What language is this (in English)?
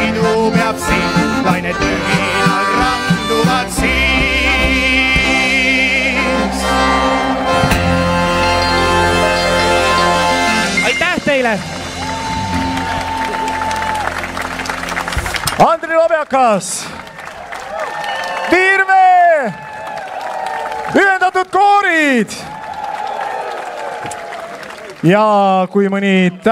Estonian